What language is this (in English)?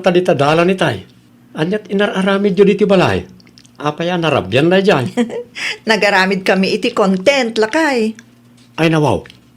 Iloko